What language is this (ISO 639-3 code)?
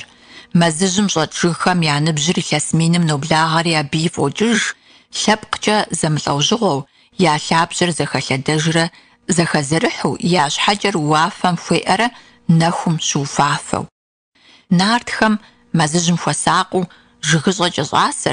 kbd